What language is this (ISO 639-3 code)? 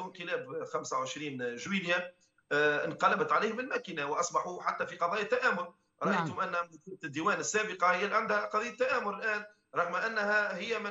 aeb